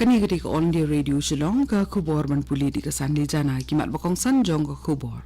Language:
Khasi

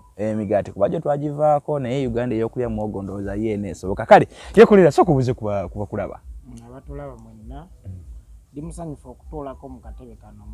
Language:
Ganda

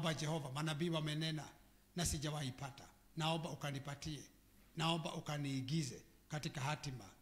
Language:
Swahili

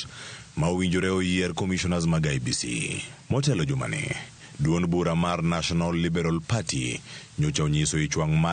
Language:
Luo (Kenya and Tanzania)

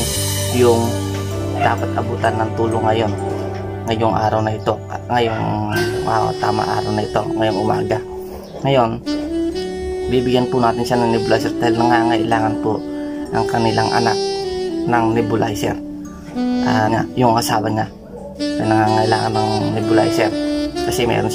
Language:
Filipino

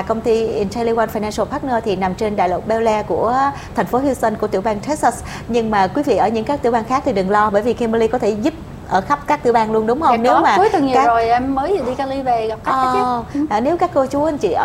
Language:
Vietnamese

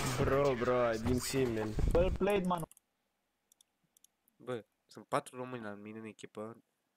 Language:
Romanian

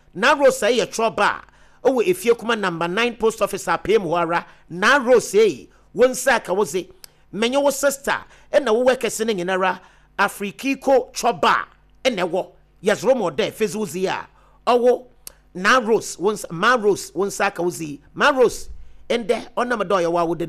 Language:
Akan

